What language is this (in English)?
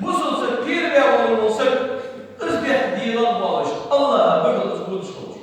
Ingush